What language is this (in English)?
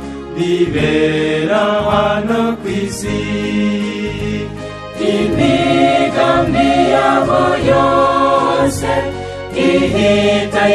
Kinyarwanda